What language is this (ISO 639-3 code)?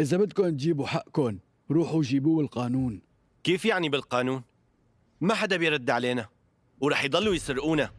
apc